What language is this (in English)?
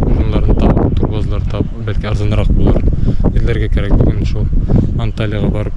Bashkir